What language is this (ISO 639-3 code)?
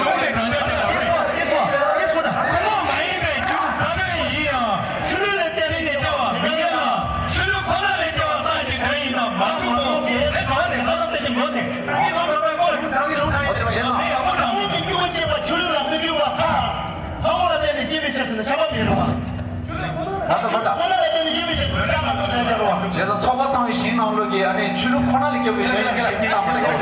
bod